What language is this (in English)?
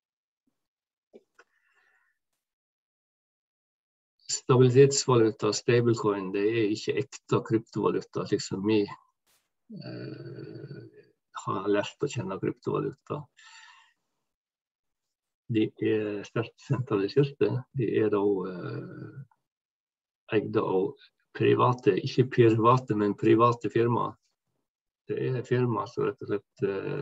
Norwegian